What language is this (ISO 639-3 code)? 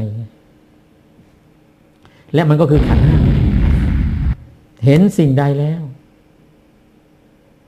tha